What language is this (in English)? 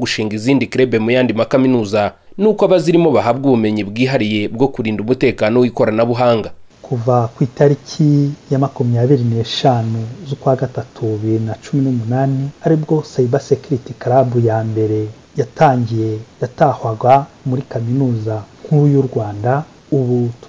Kinyarwanda